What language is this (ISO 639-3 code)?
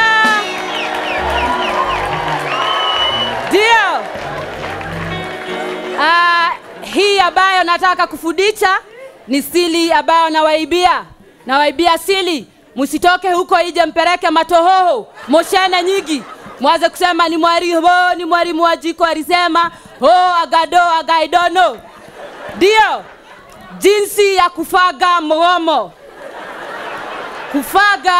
swa